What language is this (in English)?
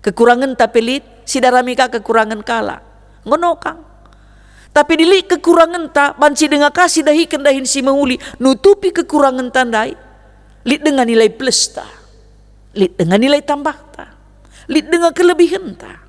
Batak Karo